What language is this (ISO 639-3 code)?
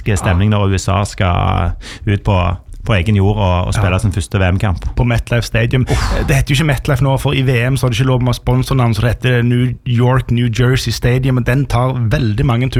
nor